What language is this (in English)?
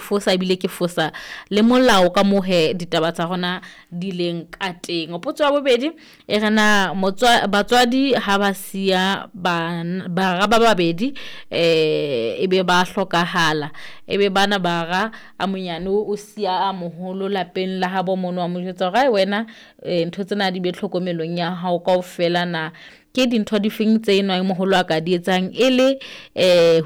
Southern Sotho